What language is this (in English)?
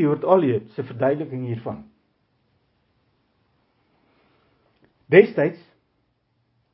Afrikaans